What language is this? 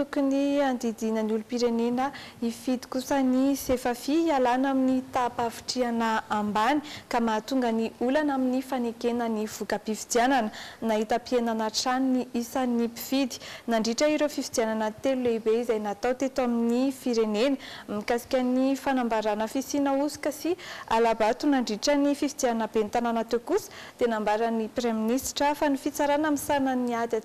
Malagasy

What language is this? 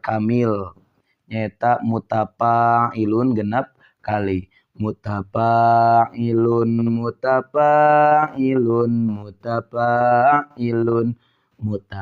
Sundanese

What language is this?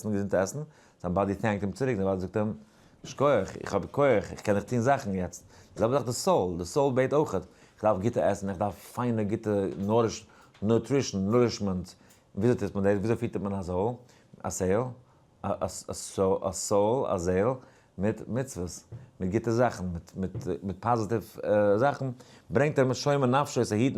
Yiddish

